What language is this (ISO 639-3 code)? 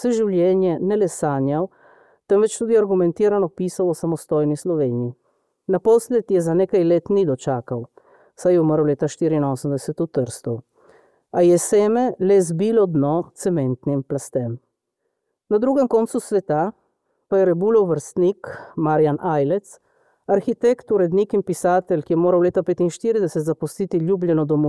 slv